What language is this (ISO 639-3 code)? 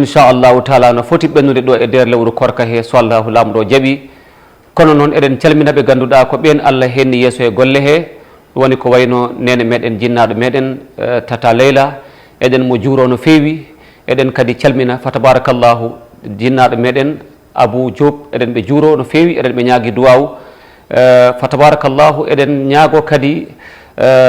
ful